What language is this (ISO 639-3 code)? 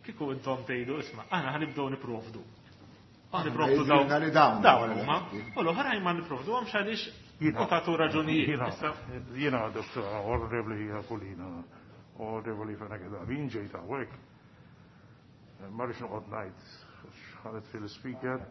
mlt